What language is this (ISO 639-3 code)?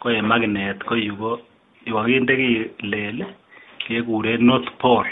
kln